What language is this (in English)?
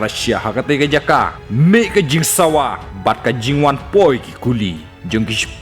Khasi